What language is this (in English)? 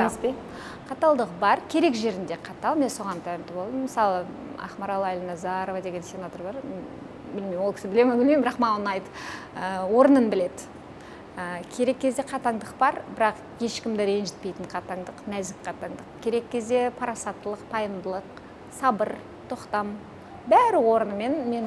Kazakh